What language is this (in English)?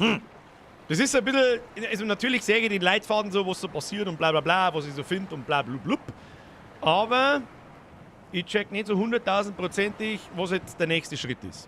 Bavarian